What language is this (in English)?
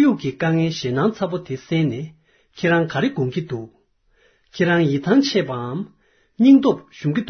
Tibetan